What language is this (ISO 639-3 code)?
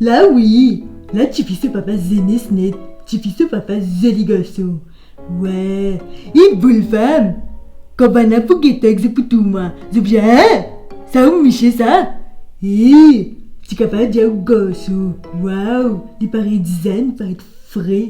mfe